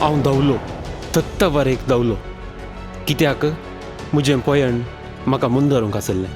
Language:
Konkani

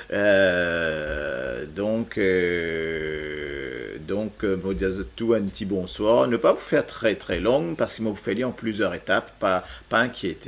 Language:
Morisyen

